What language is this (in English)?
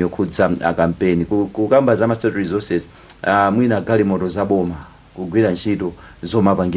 Nyanja